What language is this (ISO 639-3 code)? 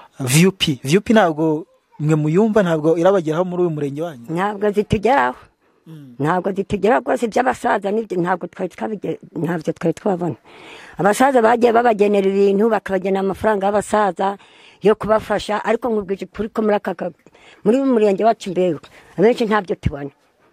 kin